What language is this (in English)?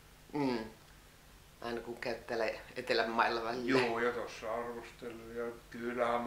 Finnish